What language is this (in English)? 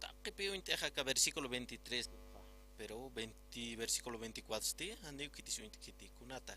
Aymara